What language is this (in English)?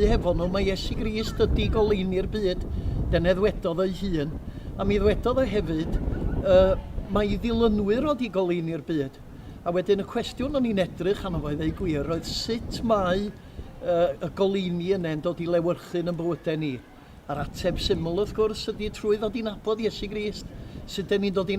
Welsh